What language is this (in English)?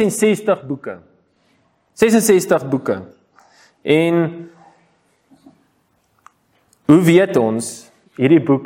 Afrikaans